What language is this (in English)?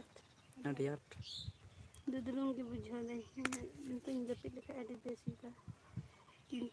Santali